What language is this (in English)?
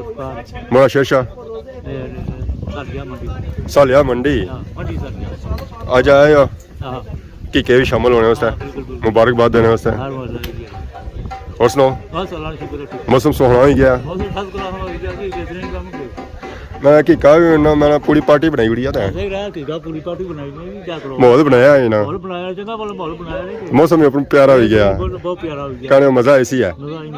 Pahari-Potwari